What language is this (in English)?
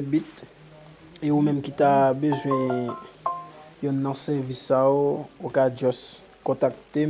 Haitian Creole